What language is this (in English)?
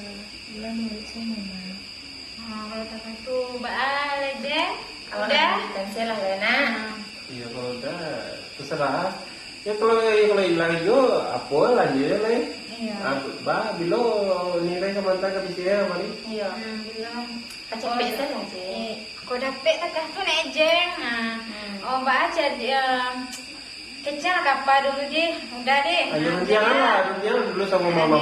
Minangkabau